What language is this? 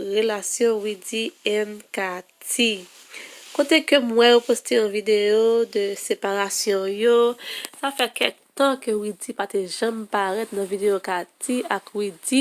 Haitian Creole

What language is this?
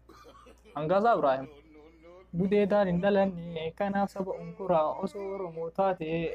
Oromo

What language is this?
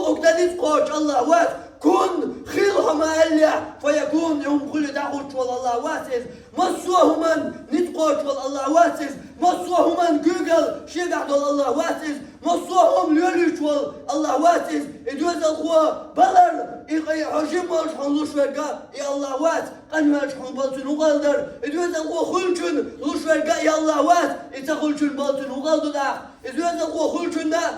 Chechen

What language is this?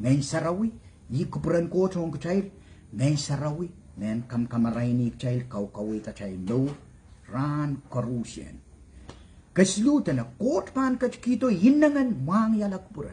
Pohnpeian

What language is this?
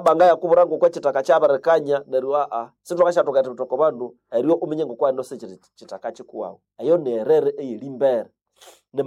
Nande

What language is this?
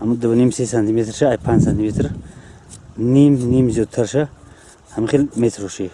Tajik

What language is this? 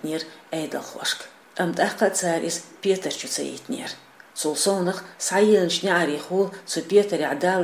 Chechen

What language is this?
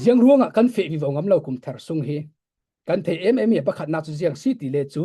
Falam Chin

